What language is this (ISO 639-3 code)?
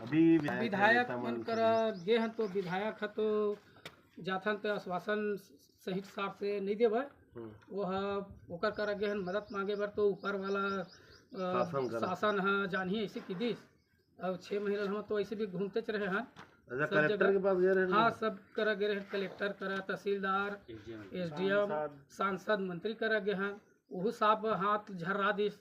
hne